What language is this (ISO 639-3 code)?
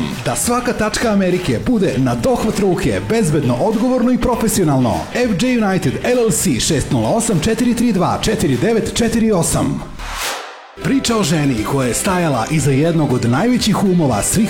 srp